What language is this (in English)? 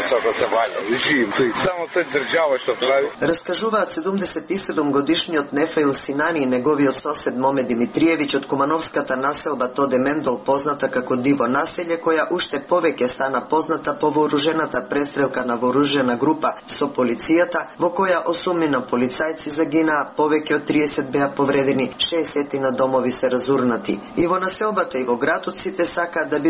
Macedonian